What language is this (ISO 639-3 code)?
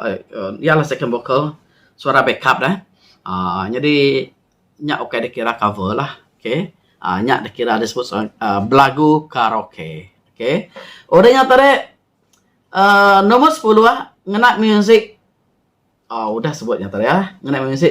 iba